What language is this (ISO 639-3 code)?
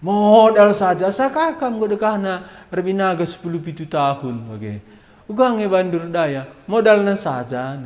btx